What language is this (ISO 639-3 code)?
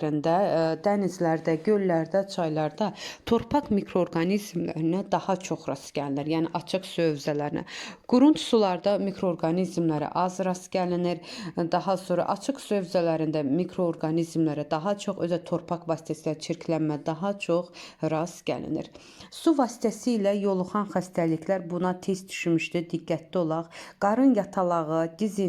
aze